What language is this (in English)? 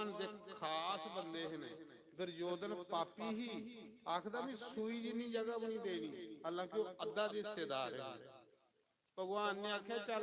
Dogri